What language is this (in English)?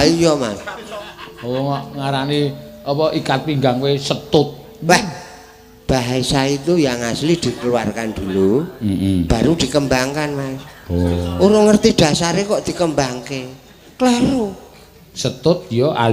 Javanese